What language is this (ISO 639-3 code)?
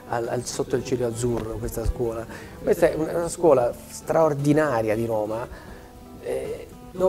ita